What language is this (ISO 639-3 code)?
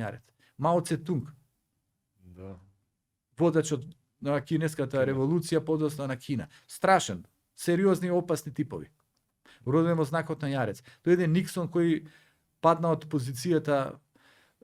mkd